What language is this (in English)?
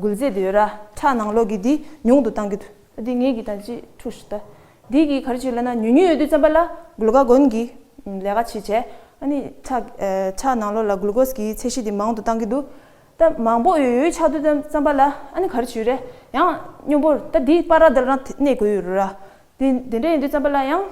Tibetan